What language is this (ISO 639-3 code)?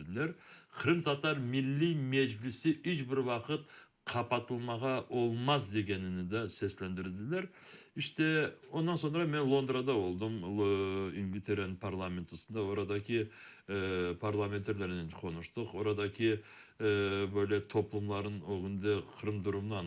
crh